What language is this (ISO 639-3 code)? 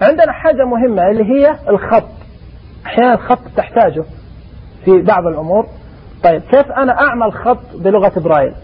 ars